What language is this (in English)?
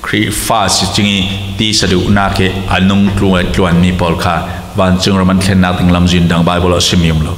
Falam Chin